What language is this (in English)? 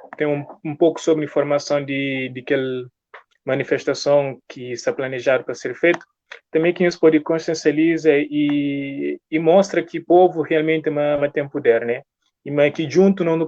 Kabuverdianu